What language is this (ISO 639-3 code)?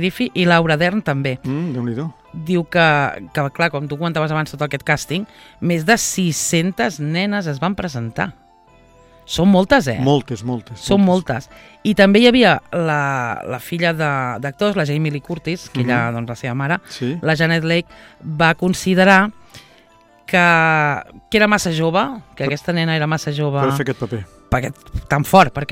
cat